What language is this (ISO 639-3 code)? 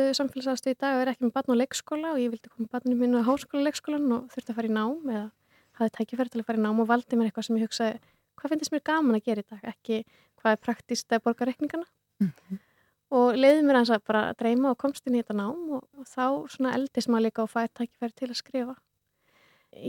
isl